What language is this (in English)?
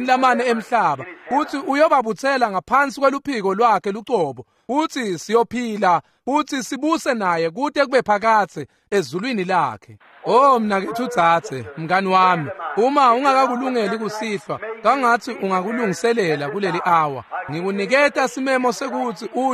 Swati